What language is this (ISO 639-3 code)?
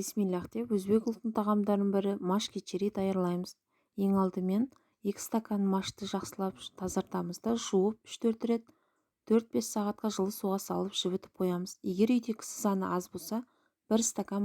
kaz